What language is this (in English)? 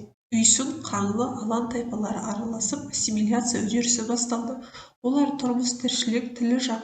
Kazakh